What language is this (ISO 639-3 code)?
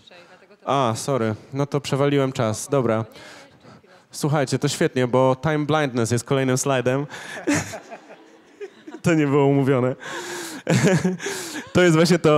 pol